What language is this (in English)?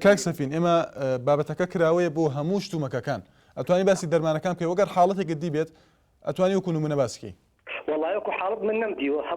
Central Kurdish